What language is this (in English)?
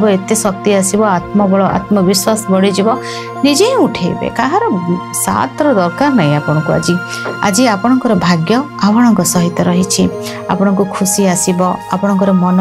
Odia